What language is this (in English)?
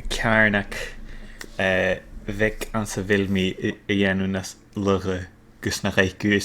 Scottish Gaelic